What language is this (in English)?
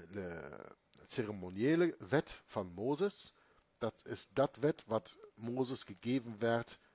Dutch